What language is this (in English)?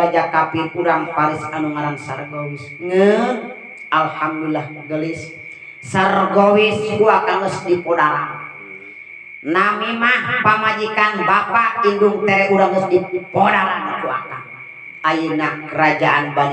Sundanese